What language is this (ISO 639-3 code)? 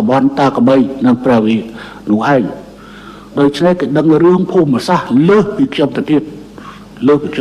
khm